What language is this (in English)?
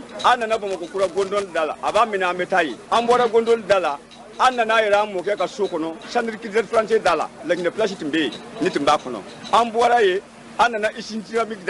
Bambara